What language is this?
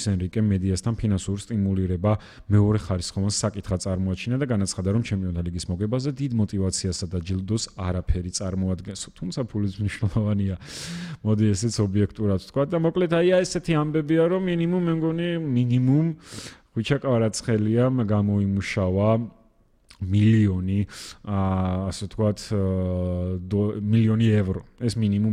Georgian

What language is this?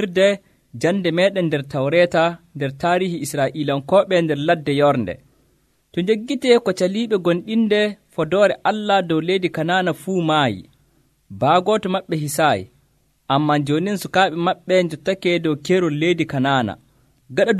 Nigerian Fulfulde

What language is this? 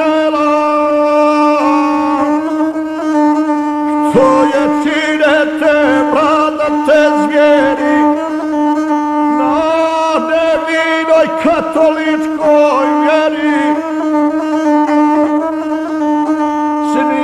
Croatian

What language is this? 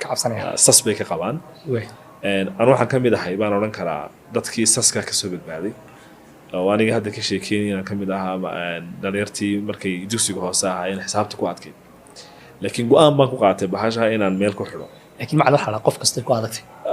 Somali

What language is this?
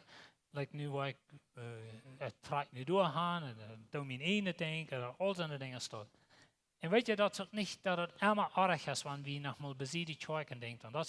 Plautdietsch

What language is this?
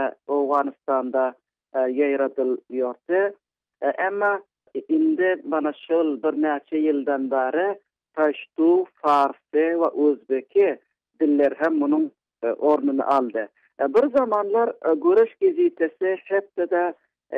Turkmen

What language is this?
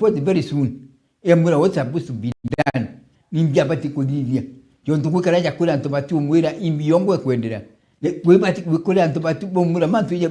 Meru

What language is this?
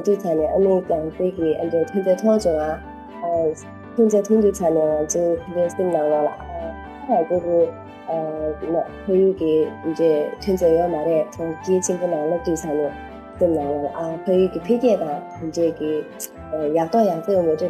Tibetan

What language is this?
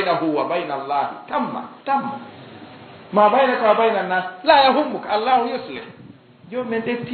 Fula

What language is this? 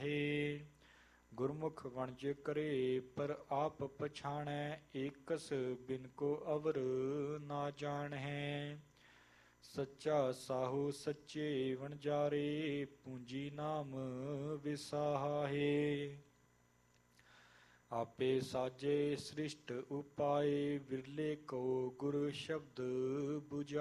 Punjabi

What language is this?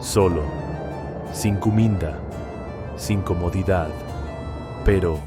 Papiamento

